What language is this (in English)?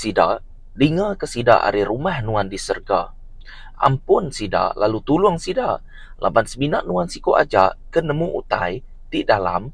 Iban